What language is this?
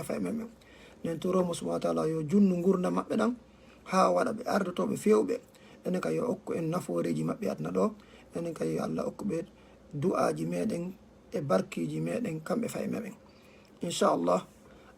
Fula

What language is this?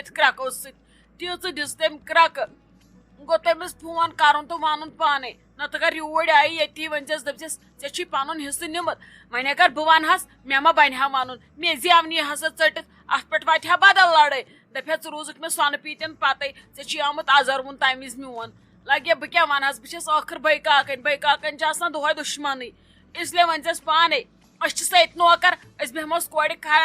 Kashmiri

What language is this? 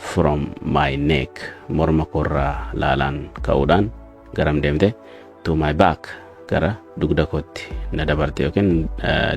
Oromo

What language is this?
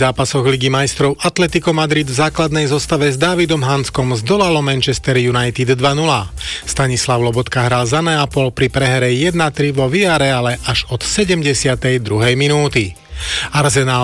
Slovak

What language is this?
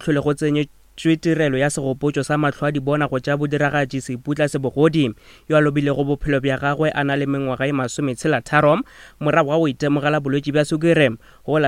Northern Sotho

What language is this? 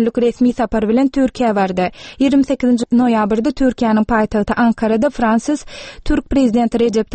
Turkmen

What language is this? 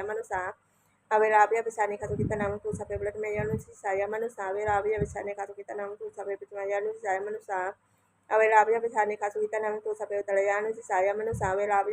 Pali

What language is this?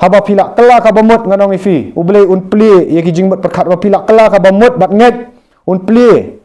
Khasi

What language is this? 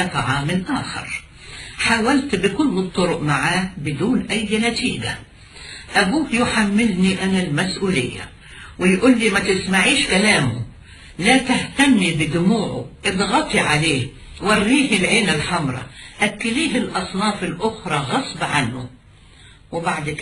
Egyptian Arabic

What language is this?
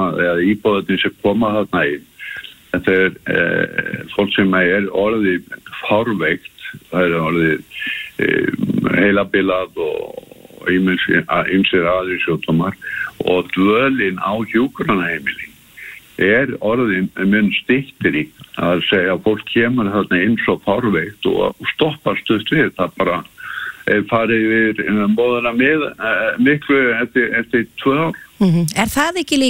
Icelandic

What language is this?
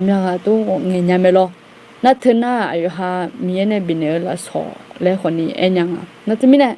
Akha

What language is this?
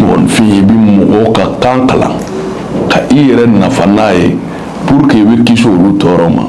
Bambara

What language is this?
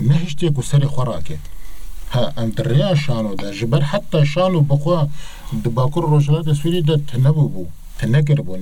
Kurdish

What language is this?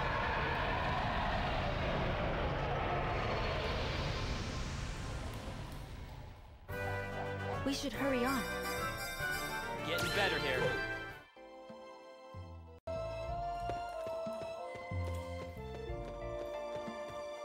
English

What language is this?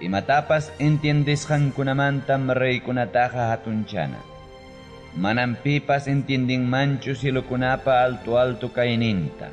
Ayacucho Quechua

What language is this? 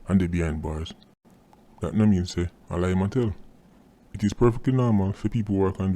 Jamaican Creole English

